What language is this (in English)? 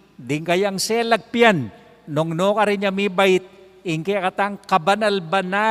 Pampanga